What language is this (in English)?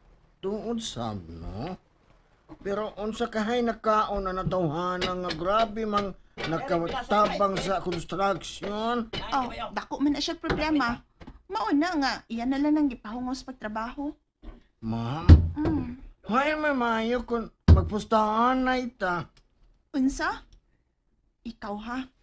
Cebuano